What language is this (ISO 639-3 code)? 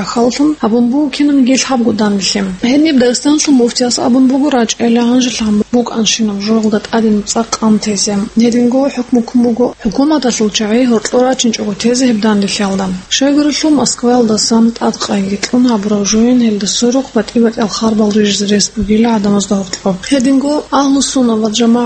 ava